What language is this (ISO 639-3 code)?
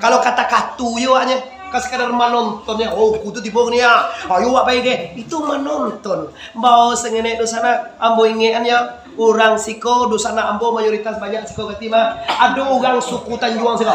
min